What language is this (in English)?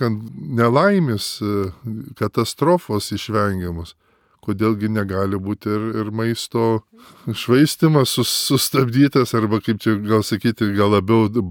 Lithuanian